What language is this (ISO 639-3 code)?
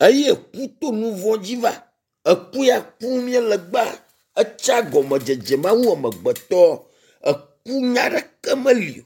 ewe